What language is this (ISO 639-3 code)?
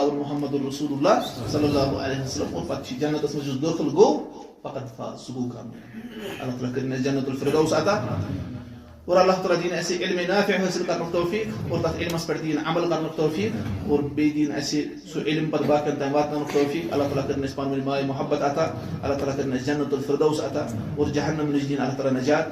kas